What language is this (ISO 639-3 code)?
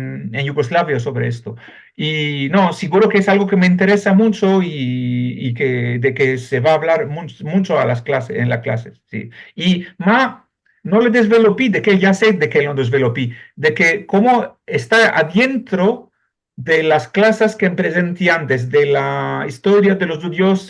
lad